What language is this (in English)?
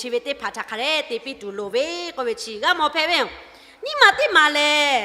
Lahu